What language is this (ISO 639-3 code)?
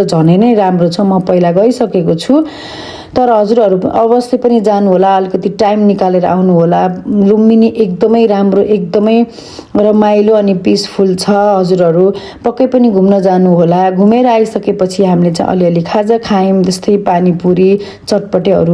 nep